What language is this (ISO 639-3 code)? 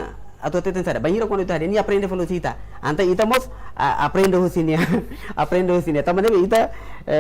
tet